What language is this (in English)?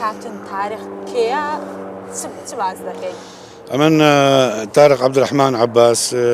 Central Kurdish